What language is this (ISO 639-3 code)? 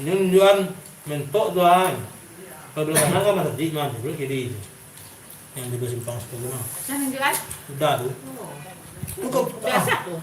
min